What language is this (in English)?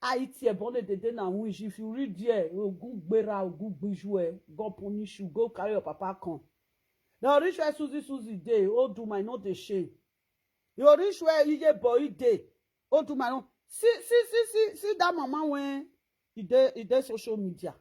Nigerian Pidgin